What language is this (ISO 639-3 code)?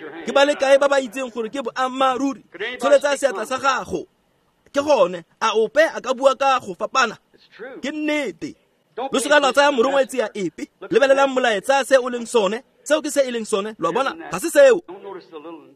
tsn